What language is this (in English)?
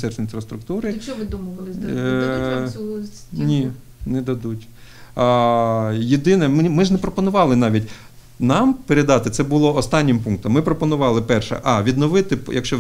Ukrainian